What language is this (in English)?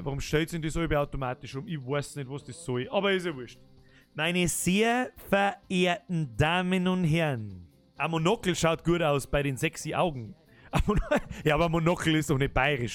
Bavarian